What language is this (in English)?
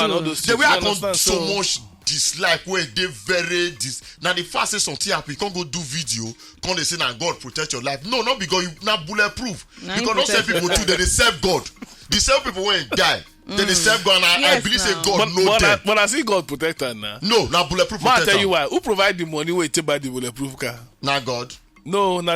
Nigerian Pidgin